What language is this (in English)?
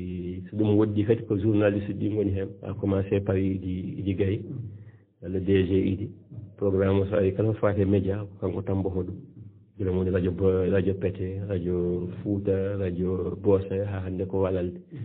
Fula